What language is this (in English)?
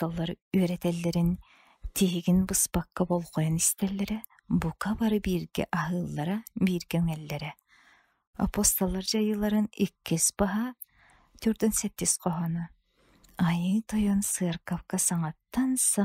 Yakut